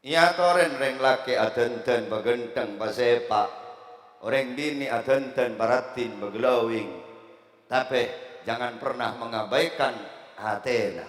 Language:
Madurese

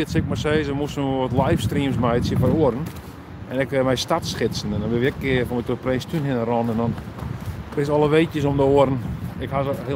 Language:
Western Frisian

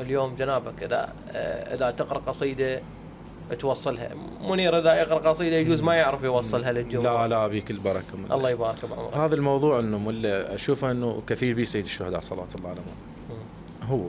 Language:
Mesopotamian Arabic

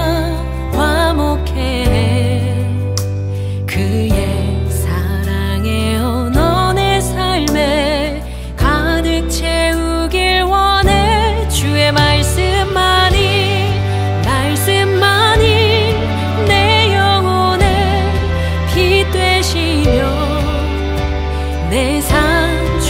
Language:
Korean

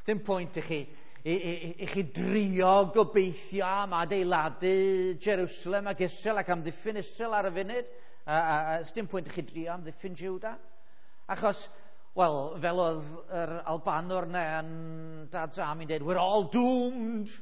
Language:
Welsh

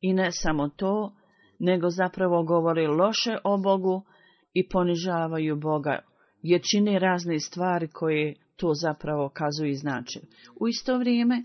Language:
Bosnian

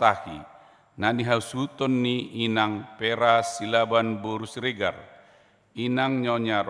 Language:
Batak Toba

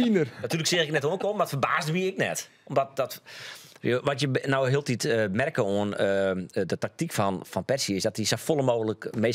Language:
Western Frisian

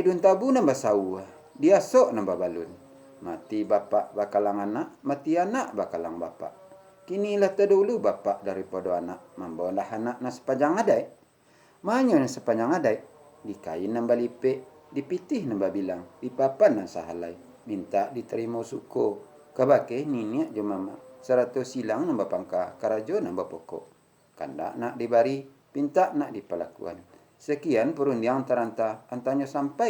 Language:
Minangkabau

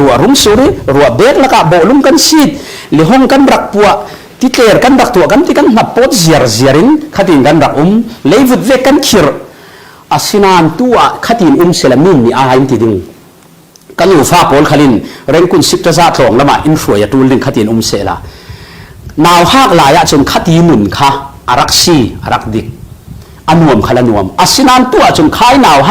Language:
Falam Chin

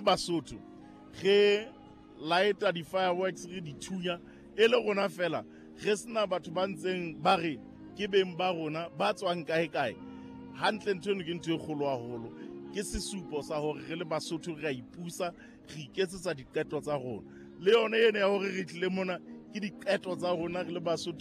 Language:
Southern Sotho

